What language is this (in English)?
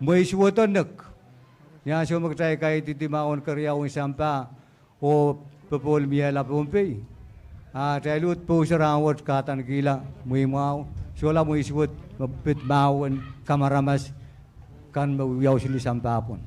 Pohnpeian